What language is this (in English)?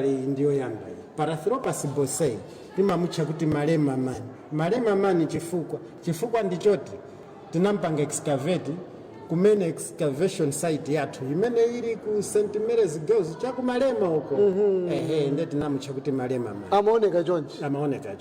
Nyanja